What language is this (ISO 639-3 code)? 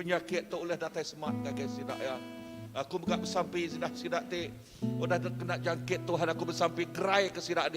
iba